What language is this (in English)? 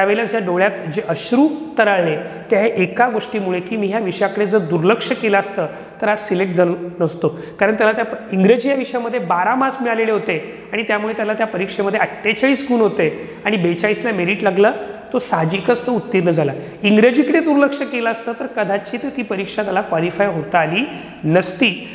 Marathi